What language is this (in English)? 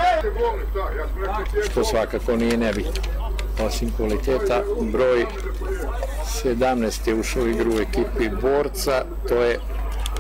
Serbian